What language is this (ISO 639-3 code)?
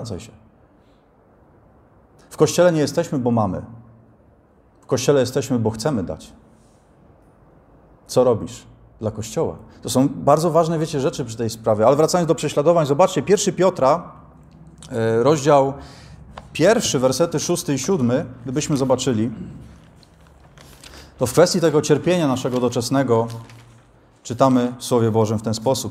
pol